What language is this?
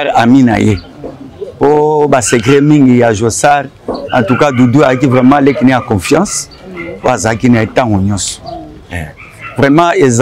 Lingala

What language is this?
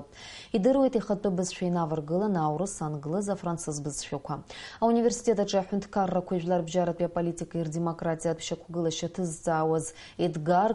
Abkhazian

